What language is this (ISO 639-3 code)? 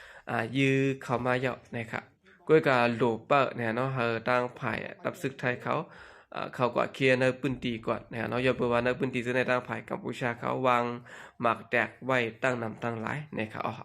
shn